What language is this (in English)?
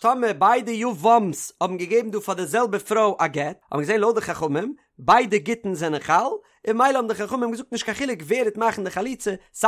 Yiddish